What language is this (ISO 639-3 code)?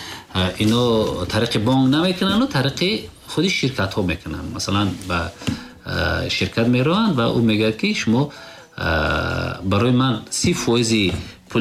tgk